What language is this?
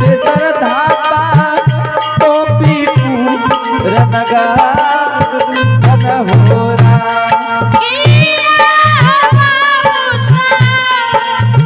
Angika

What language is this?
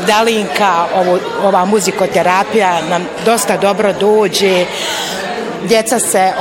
Bosnian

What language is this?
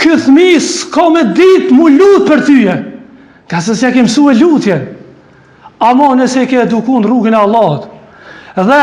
Albanian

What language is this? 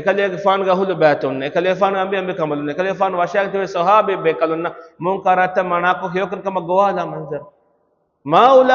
Divehi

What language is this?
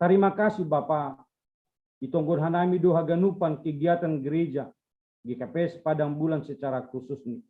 Batak Simalungun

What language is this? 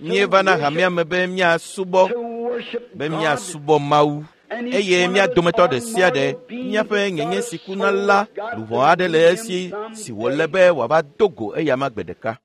Ewe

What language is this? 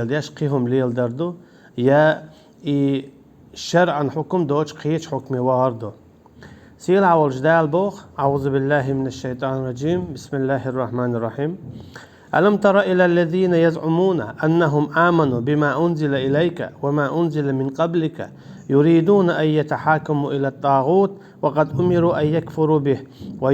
Chechen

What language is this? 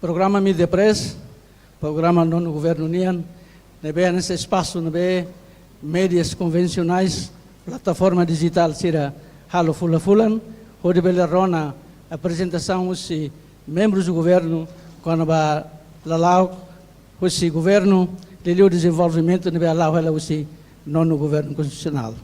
Tetum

